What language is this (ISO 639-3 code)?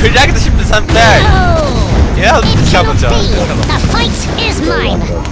fao